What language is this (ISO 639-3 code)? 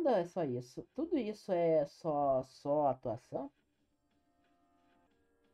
por